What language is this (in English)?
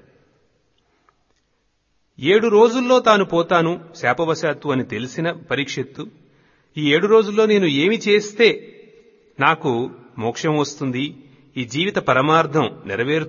Telugu